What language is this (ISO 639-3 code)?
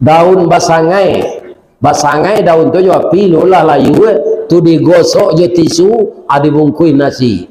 min